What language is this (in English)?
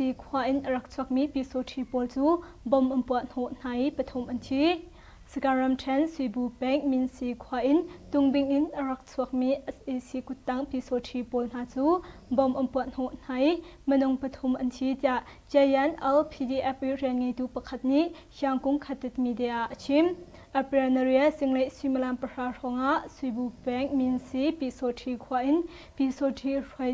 Hakha Chin